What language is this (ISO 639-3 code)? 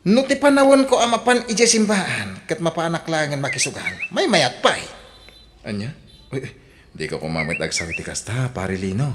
ilo